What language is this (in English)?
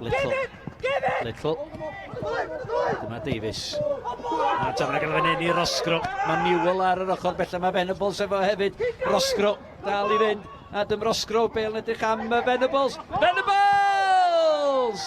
Welsh